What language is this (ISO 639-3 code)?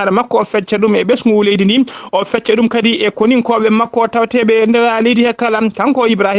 ful